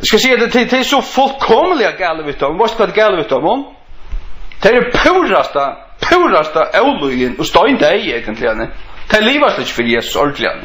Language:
Faroese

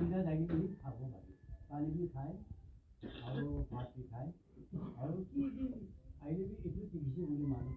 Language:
Naga Pidgin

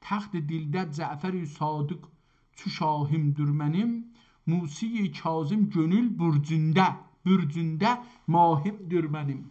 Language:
South Azerbaijani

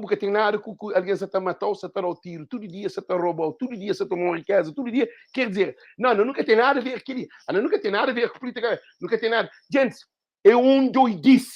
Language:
Kabuverdianu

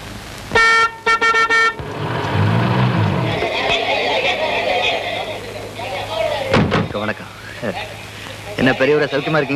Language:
Tamil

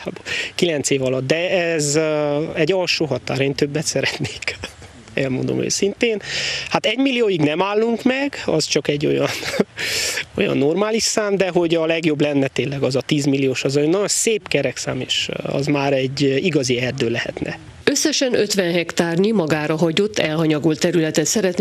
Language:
Hungarian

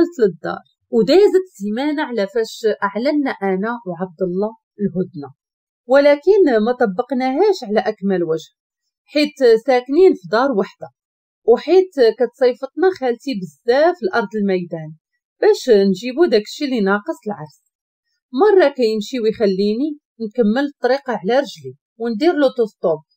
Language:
Moroccan Arabic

